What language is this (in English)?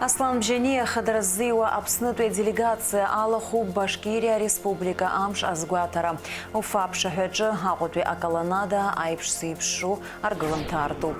Abkhazian